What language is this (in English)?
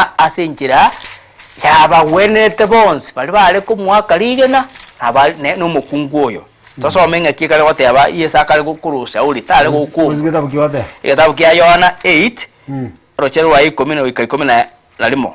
Gusii